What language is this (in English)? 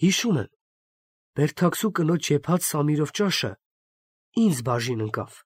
Armenian